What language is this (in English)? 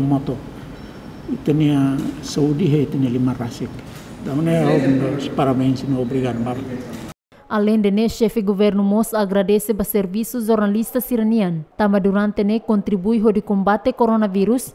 Tetum